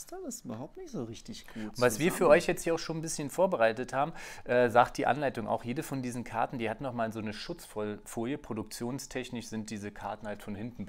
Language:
German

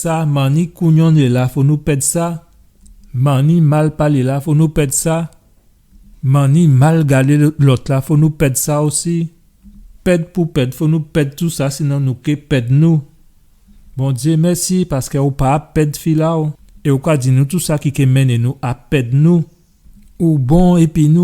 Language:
Guadeloupean Creole French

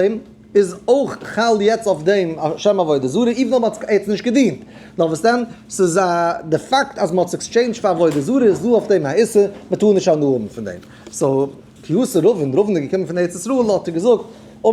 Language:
Yiddish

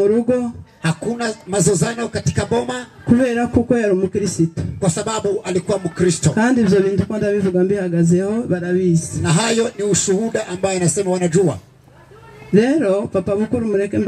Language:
Kinyarwanda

